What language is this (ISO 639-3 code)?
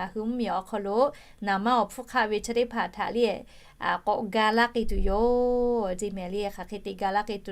lhu